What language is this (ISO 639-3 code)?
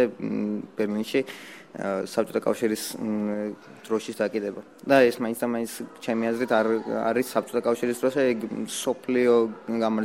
kat